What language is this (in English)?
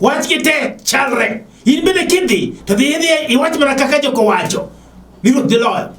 Luo (Kenya and Tanzania)